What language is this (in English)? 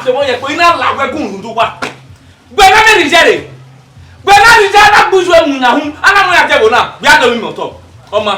Bini